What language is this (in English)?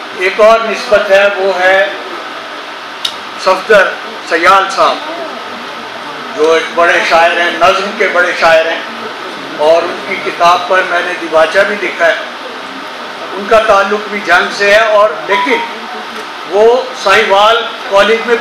Urdu